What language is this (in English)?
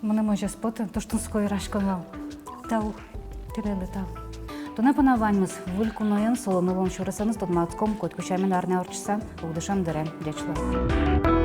Udmurt